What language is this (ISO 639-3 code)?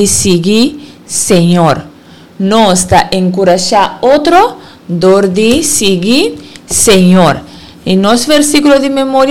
pap